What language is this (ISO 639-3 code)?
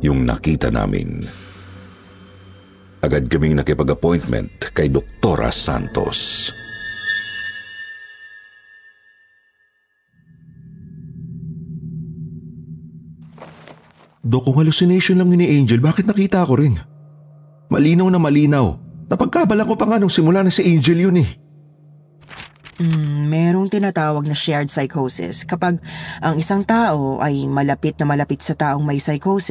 fil